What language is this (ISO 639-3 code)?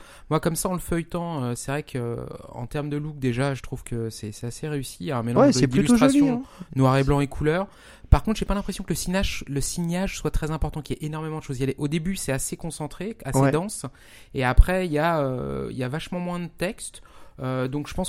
fra